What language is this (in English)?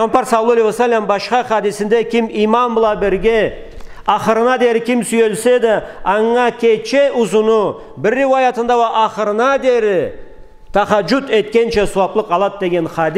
Karachay-Balkar